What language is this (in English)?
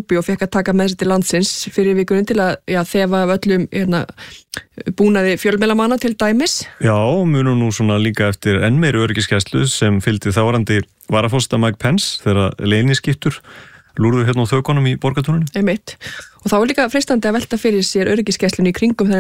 Icelandic